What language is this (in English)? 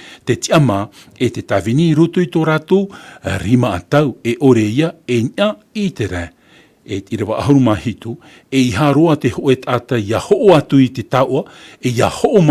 Tahitian